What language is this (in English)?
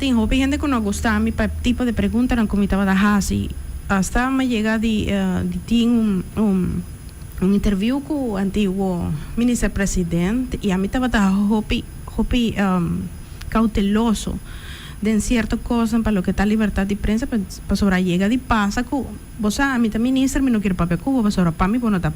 Papiamento